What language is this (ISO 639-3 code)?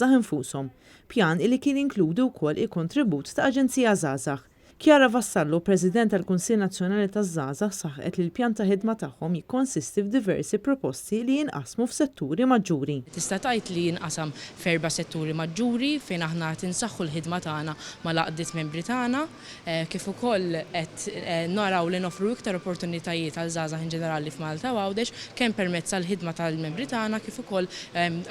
mlt